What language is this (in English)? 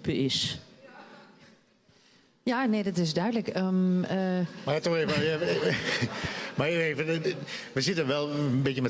Dutch